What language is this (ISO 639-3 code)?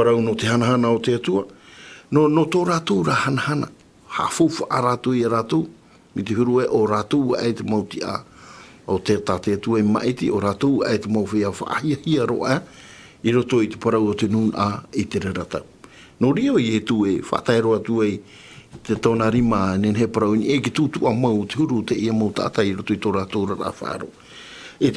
tah